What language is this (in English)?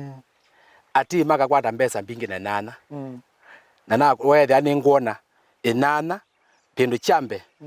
Kamba